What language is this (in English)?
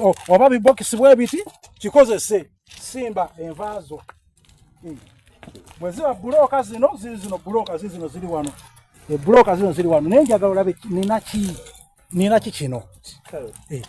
Soga